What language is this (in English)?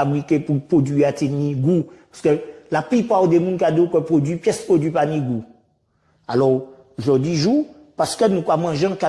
Guadeloupean Creole French